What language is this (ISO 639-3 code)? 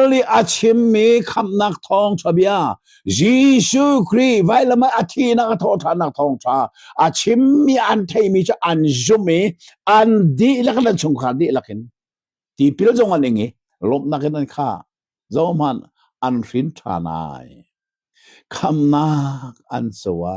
cnh